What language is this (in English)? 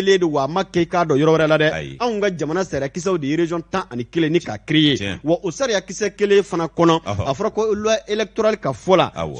Bambara